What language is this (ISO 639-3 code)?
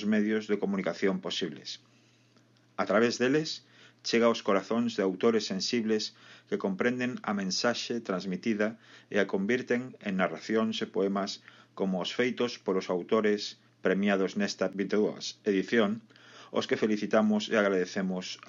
glg